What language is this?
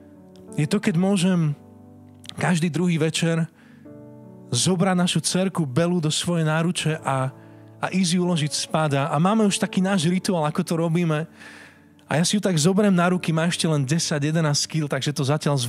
Slovak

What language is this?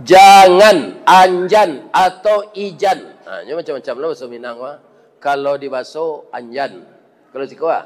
Minangkabau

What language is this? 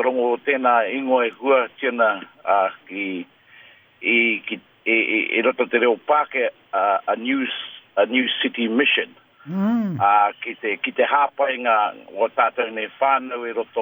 Māori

